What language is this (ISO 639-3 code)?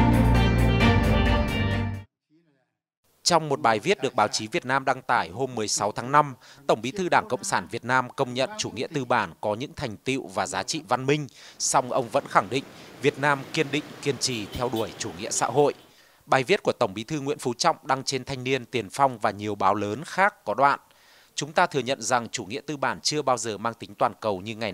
vie